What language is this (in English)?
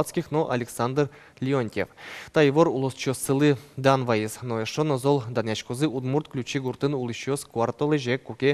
Udmurt